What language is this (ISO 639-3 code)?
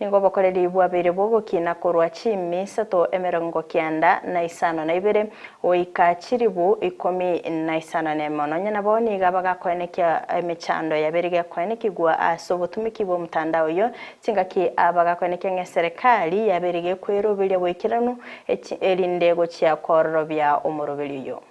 guz